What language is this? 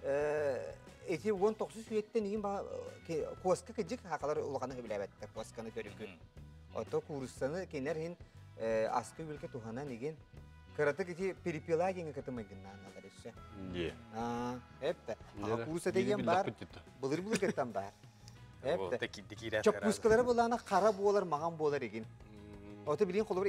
Yakut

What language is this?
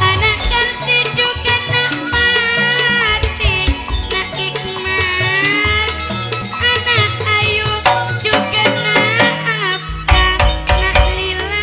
Madurese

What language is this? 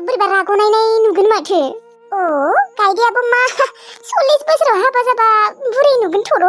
Bodo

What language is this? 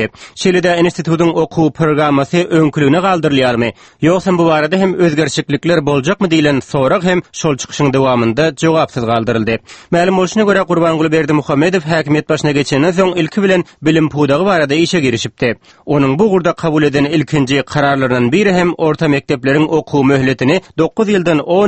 Turkmen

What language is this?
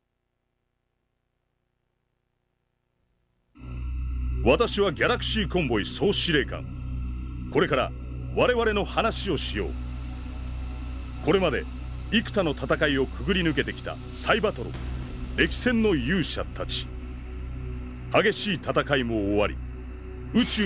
Japanese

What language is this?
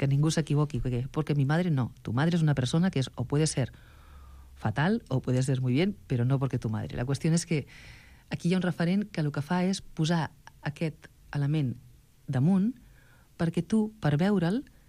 Catalan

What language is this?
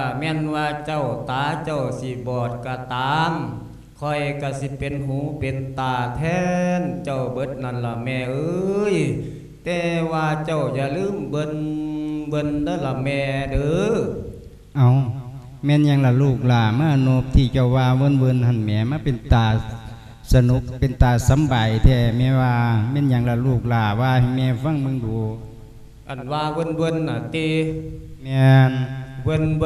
Lao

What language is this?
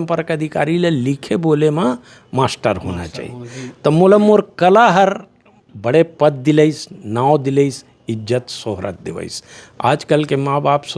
Chhattisgarhi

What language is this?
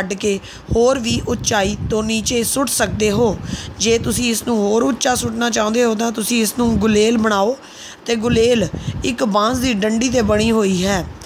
Punjabi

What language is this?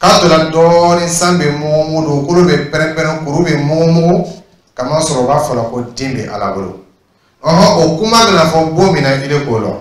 Dyula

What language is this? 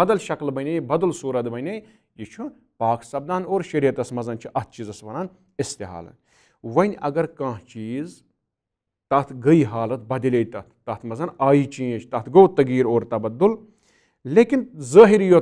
Kashmiri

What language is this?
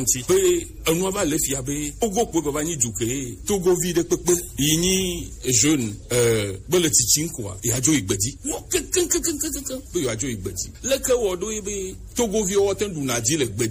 Gen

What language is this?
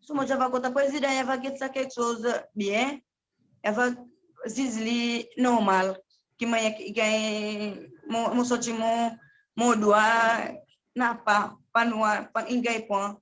Seselwa Creole French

